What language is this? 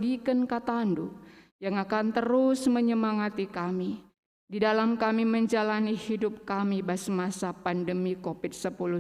Batak Karo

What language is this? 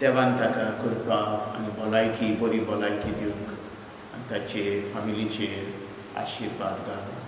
Konkani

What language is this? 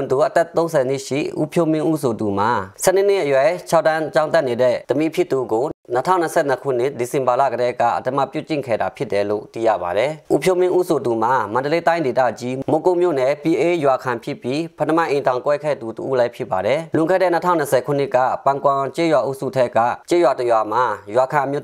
Burmese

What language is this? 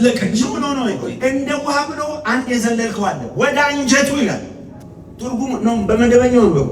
Amharic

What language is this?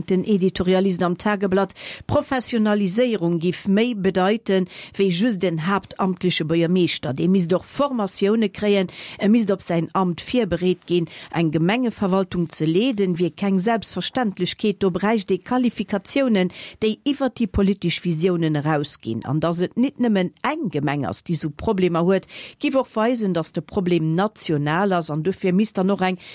Luxembourgish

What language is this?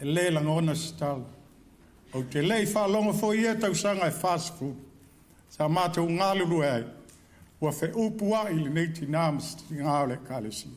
Samoan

